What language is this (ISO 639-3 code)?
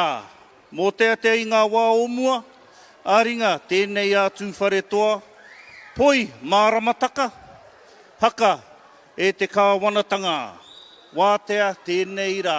mri